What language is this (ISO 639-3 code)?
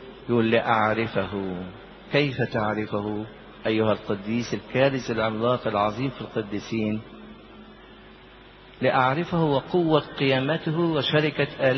arz